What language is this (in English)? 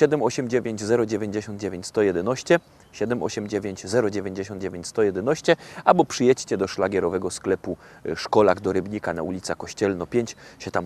Silesian